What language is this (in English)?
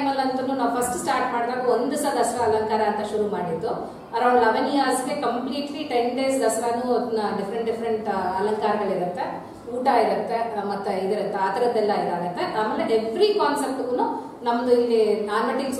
Kannada